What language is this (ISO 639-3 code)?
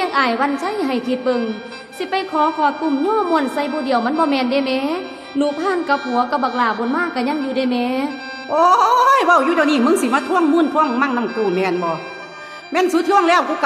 tts